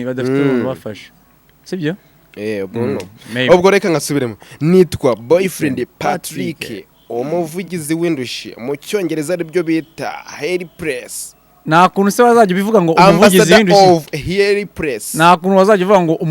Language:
Kinyarwanda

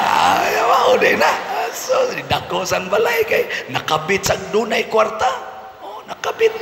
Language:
Cebuano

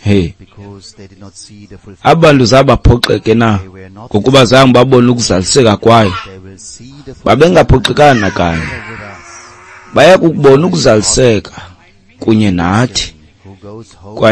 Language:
Xhosa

